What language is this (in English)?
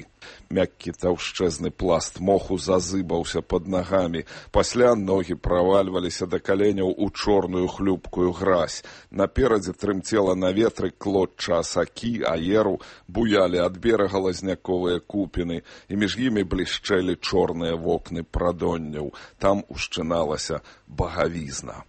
Belarusian